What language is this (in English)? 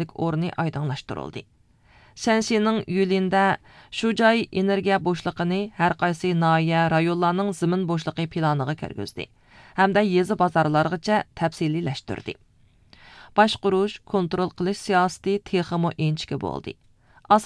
Uyghur